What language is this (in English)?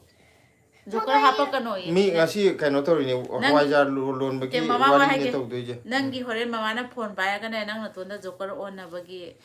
Manipuri